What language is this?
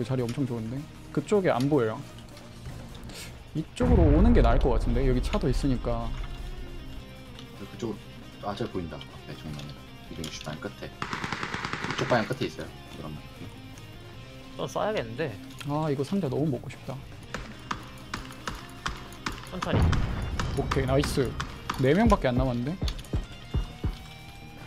Korean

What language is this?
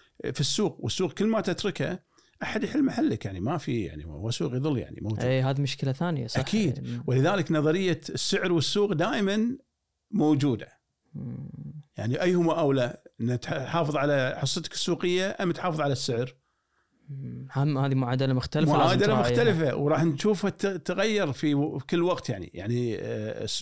Gulf Arabic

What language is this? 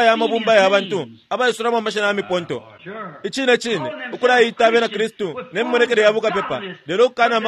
Bemba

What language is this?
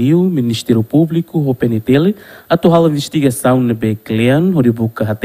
Tetum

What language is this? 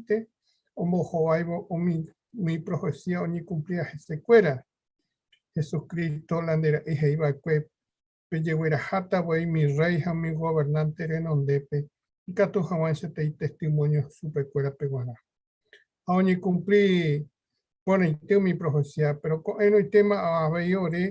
Guarani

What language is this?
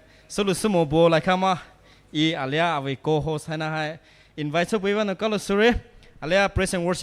Poumei Naga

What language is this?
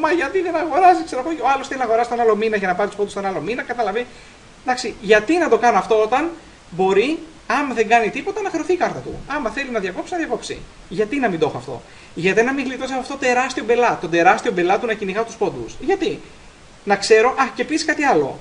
Greek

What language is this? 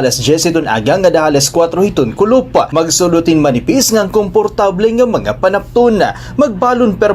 Waray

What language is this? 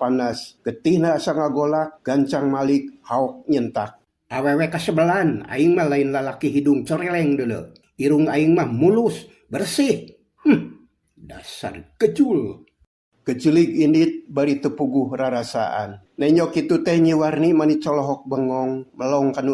Sundanese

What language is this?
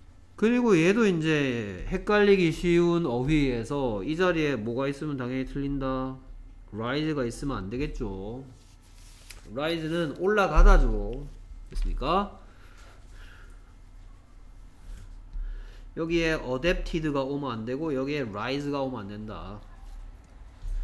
Korean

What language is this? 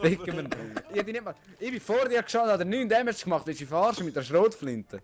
Swiss German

